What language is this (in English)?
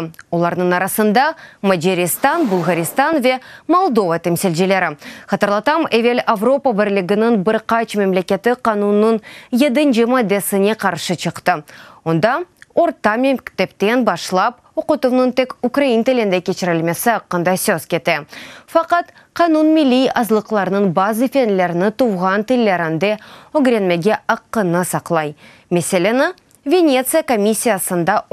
Crimean Tatar